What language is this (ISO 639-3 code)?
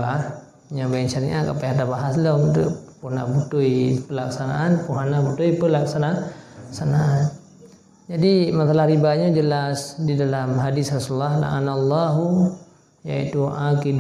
ace